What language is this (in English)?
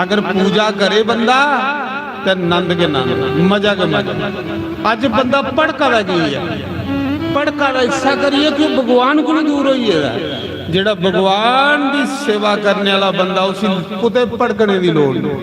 Dogri